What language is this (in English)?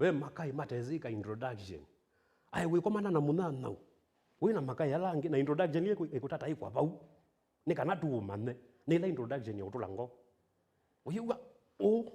Kamba